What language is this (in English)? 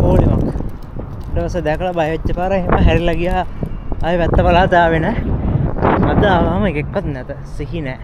Sinhala